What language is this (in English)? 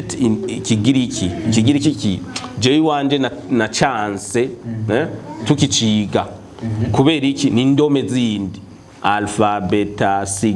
Rundi